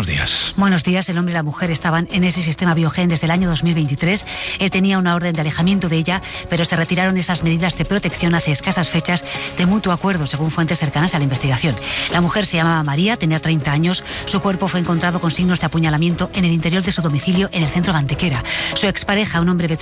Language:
Spanish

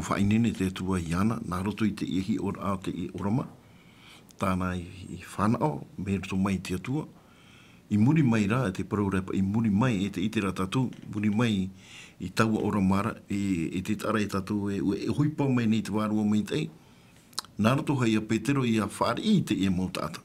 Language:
Tahitian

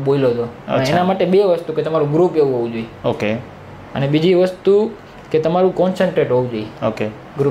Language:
Gujarati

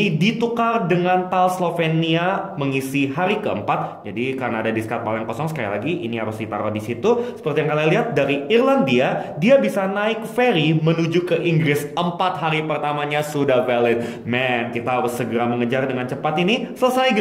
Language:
Indonesian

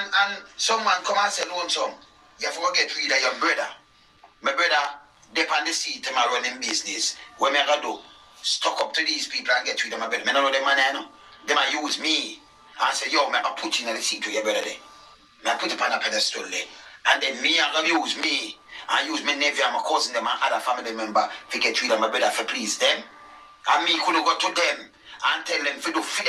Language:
Jamaican Creole English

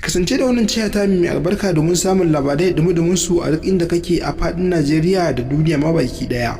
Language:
Hausa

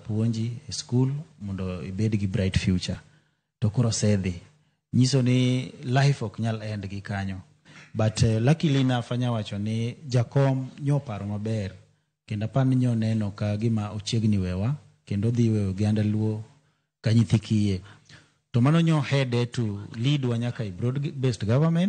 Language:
Luo (Kenya and Tanzania)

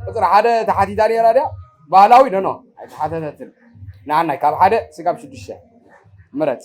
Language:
Tigrinya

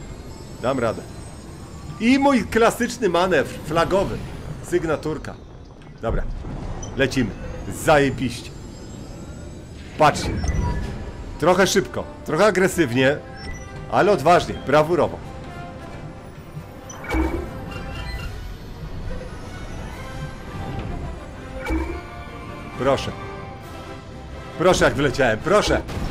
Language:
Polish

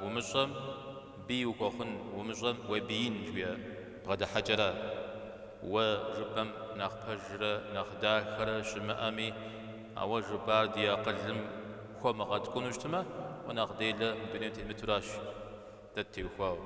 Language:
Kabardian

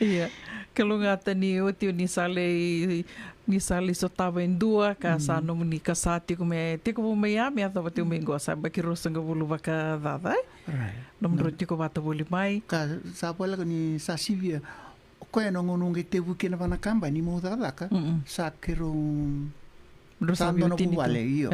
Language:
Fijian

